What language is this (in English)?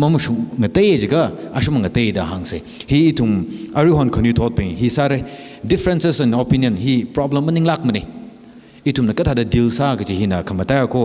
Tangkhul Naga (India)